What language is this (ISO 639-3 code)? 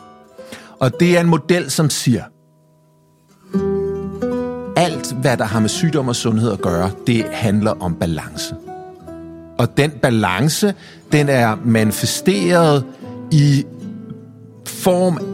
dan